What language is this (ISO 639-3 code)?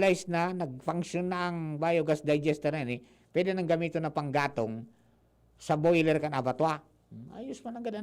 bik